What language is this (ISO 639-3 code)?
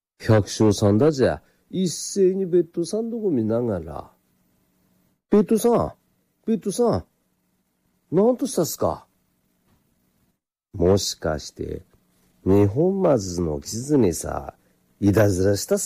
jpn